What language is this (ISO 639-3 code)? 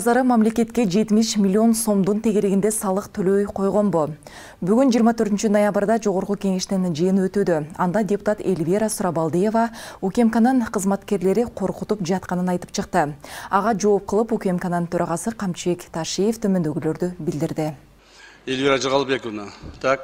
kir